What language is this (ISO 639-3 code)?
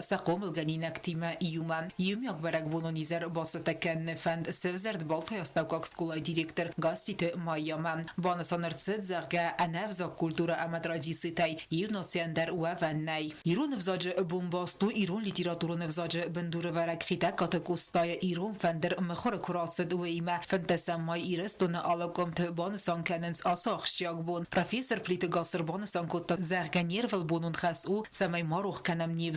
oss